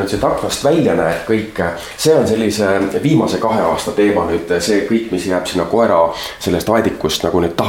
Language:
Estonian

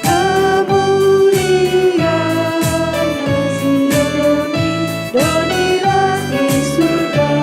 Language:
Batak Karo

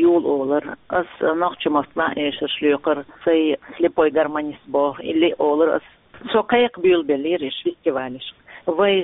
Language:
Chechen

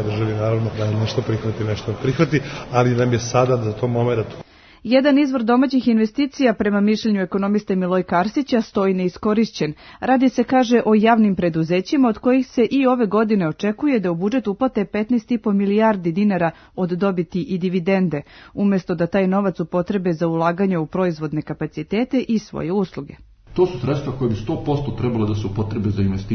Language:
Serbian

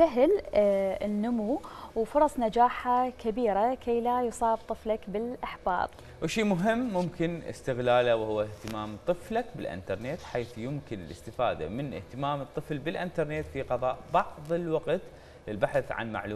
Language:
Mesopotamian Arabic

